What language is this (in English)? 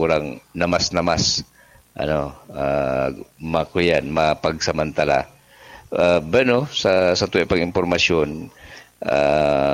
Bikol